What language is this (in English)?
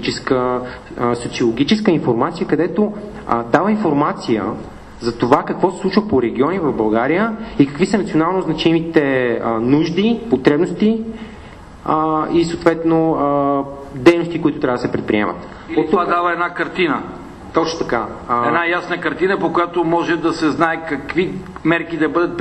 Bulgarian